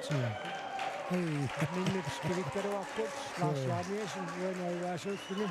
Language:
Kalaallisut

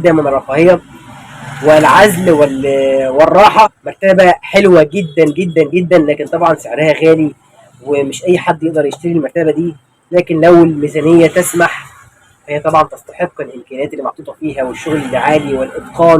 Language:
Egyptian Arabic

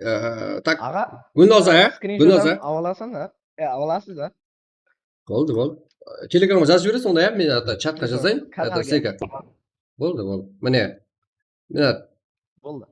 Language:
Kara-Kalpak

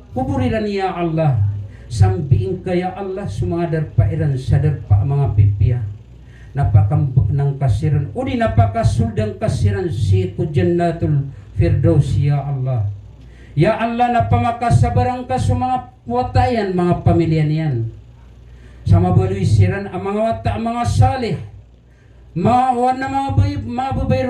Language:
Maranao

